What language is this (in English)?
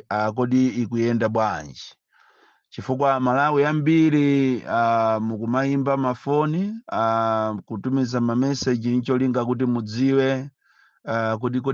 Nyanja